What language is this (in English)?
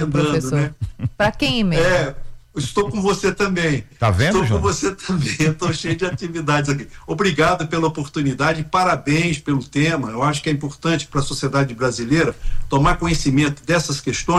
Portuguese